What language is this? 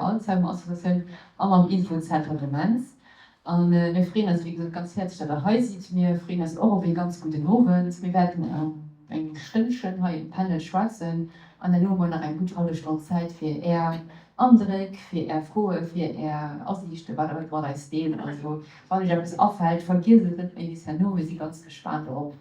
Luxembourgish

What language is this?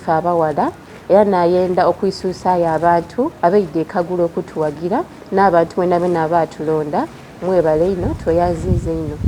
Soga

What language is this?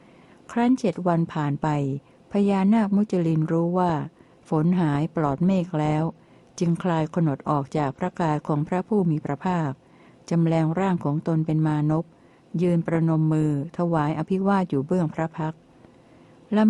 Thai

